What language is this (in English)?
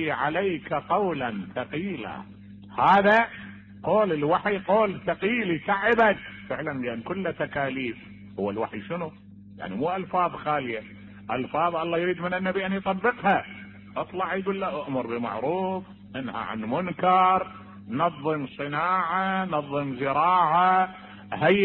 Mesopotamian Arabic